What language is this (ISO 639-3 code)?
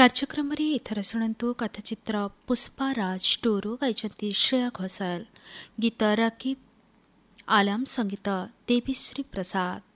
ori